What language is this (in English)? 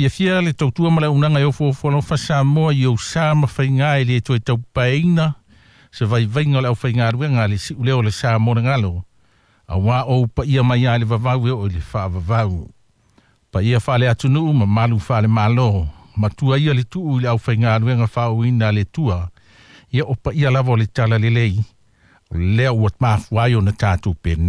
Samoan